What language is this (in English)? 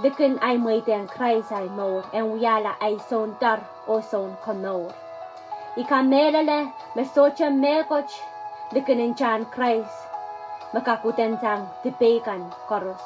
Pohnpeian